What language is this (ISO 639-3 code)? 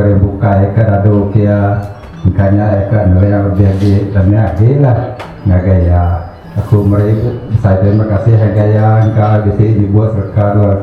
iba